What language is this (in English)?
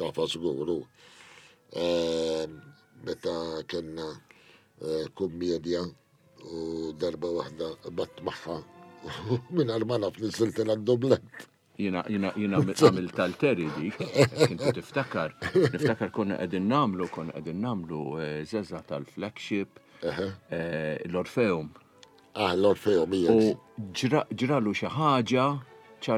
Maltese